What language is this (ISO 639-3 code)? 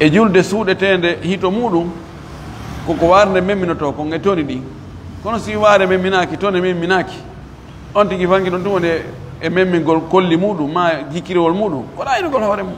ful